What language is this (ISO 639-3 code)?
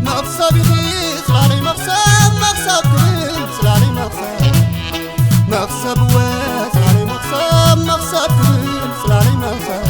tir